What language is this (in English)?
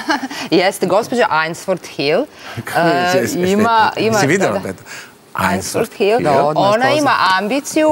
Serbian